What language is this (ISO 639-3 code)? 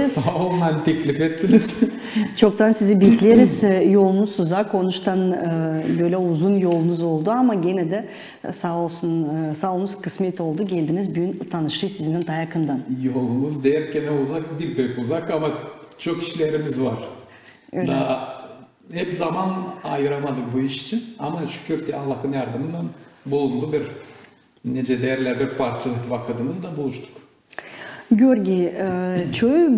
gag